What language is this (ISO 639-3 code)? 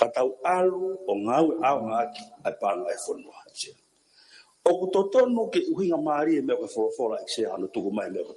ton